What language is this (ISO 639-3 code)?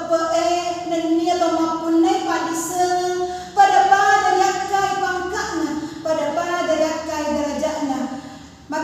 bug